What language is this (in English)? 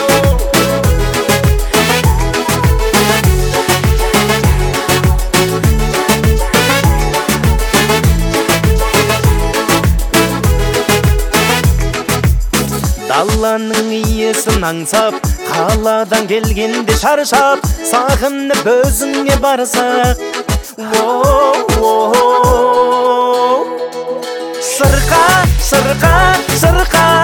Kazakh